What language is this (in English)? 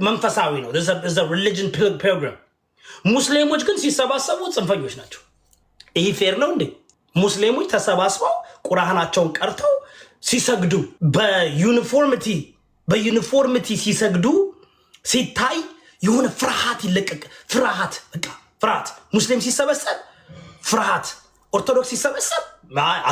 Amharic